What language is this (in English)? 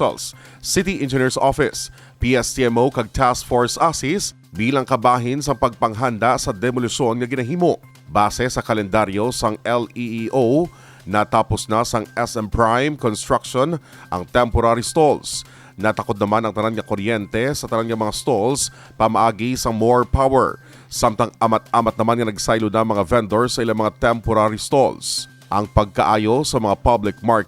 Hiligaynon